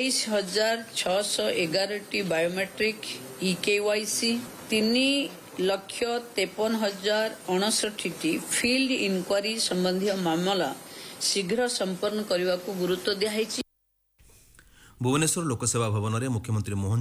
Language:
Odia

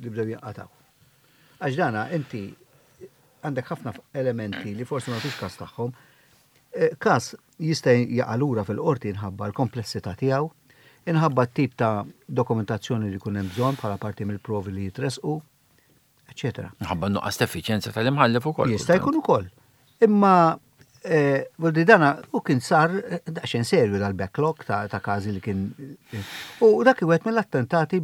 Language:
Maltese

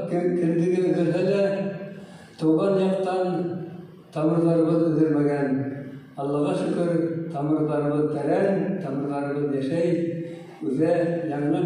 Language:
Bashkir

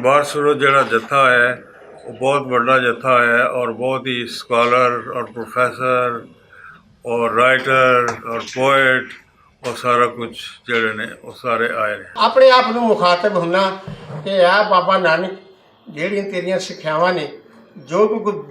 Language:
Western Panjabi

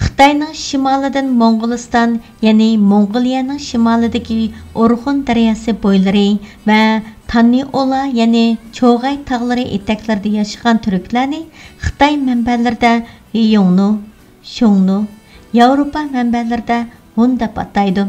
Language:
Uyghur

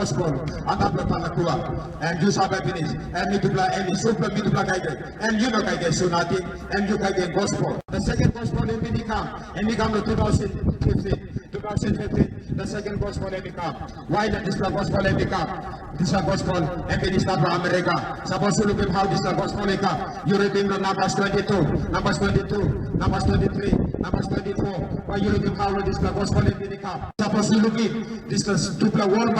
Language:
Tok Pisin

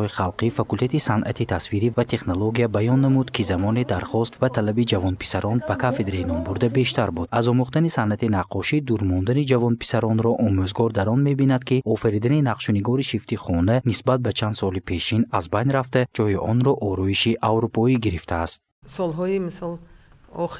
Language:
Tajik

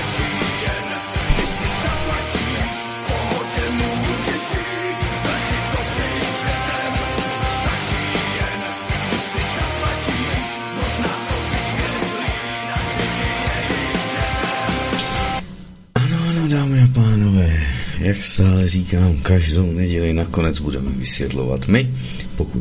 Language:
Czech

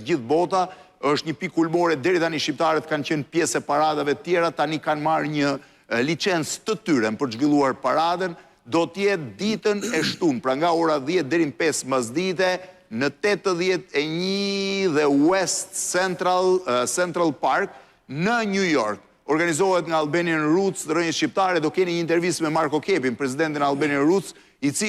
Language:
Albanian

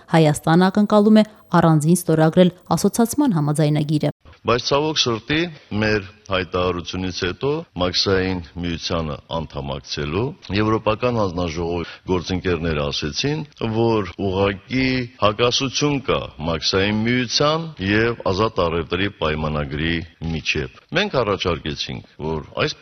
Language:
Armenian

